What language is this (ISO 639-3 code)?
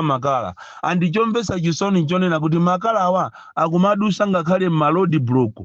nya